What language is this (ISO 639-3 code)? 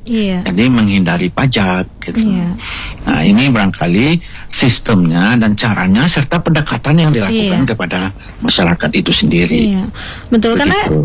ind